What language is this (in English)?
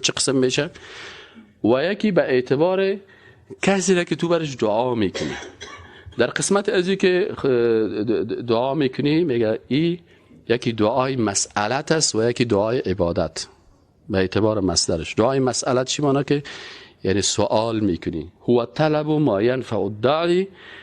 Persian